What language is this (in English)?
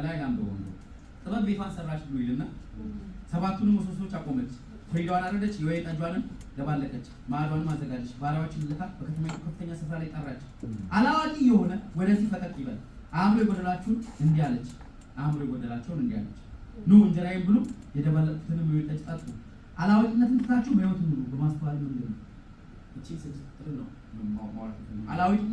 Amharic